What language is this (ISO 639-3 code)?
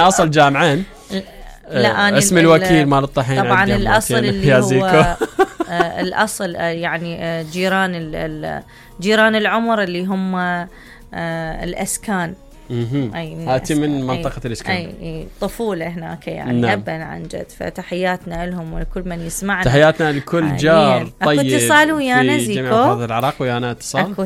acm